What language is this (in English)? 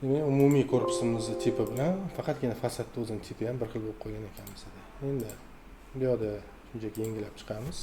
Uzbek